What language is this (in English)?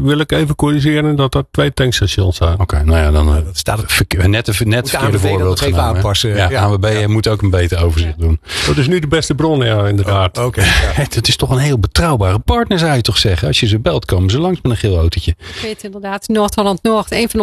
Dutch